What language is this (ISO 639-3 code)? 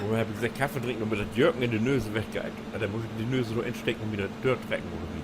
nds